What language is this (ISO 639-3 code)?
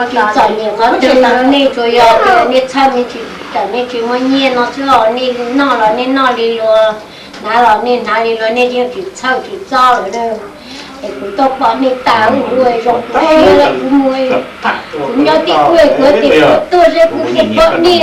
hmn